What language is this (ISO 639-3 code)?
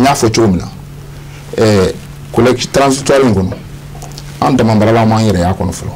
bam